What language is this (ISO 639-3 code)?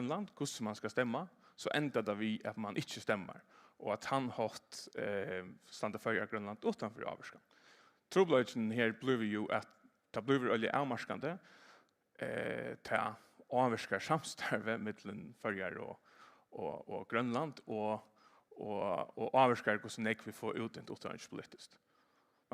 fao